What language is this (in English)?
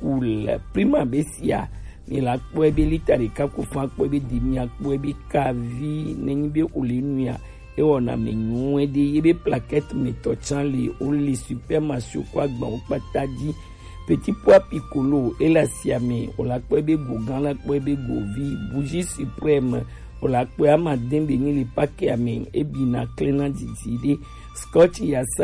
Gen